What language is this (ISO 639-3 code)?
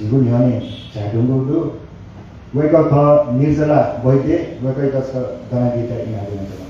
new